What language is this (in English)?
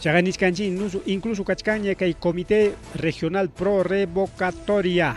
Ayacucho Quechua